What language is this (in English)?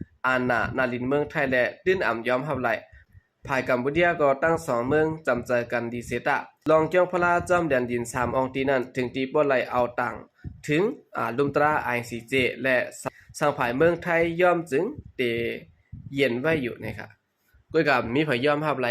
Shan